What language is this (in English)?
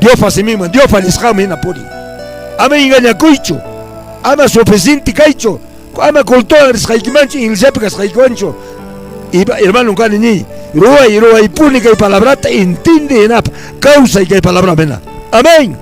Quechua